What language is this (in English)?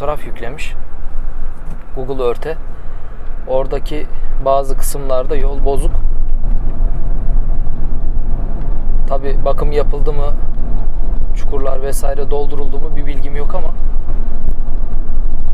Turkish